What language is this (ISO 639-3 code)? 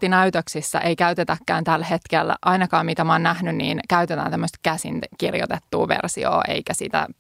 fin